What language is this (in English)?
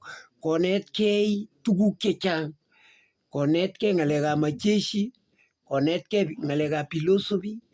Kalenjin